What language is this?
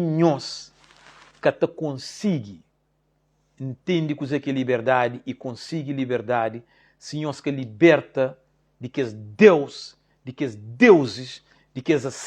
Kabuverdianu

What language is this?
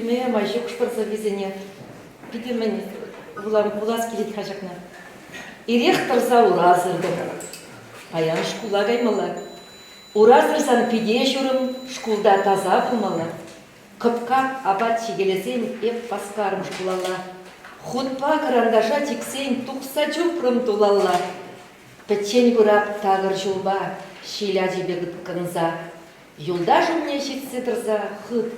Chuvash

